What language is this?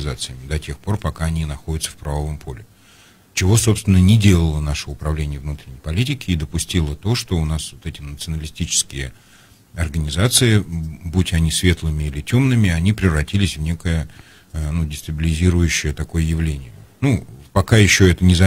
Russian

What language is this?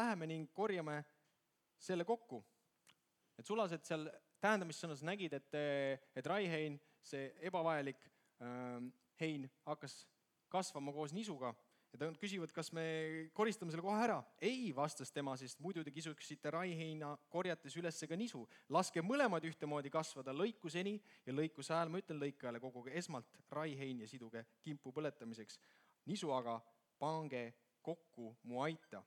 Estonian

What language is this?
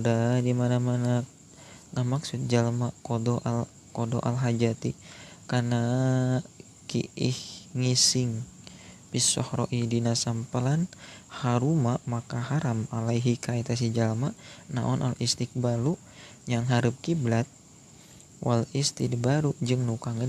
Sundanese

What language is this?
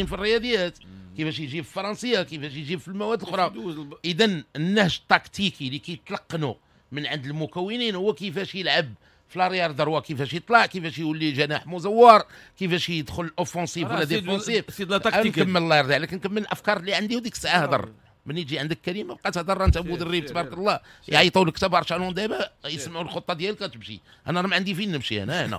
Moroccan Arabic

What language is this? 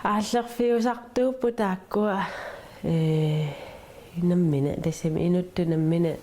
Kalaallisut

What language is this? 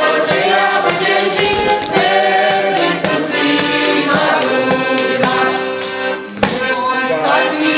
Slovak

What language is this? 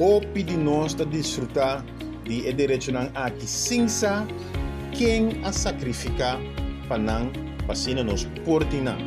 Papiamento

